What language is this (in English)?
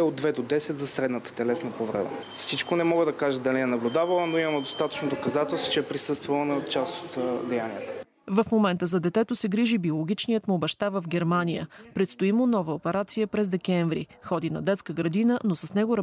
Bulgarian